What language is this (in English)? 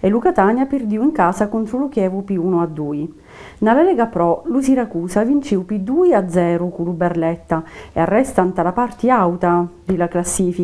Sicilian